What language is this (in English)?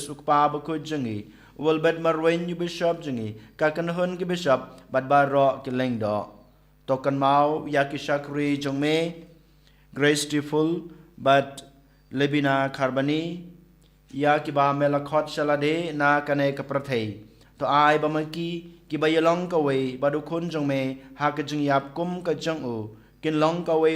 Khasi